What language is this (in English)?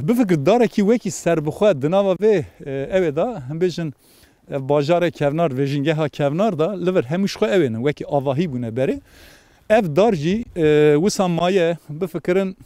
Kurdish